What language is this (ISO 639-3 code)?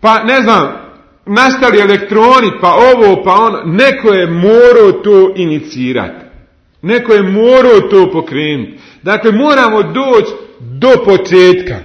bos